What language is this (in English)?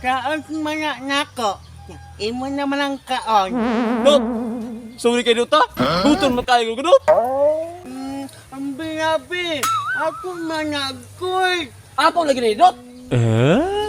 Cebuano